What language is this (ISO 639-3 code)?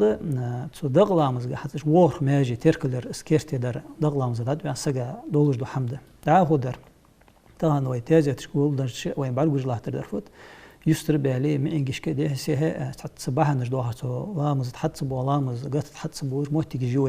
inh